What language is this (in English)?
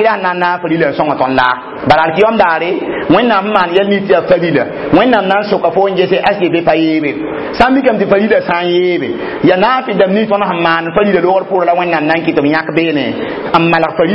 Mossi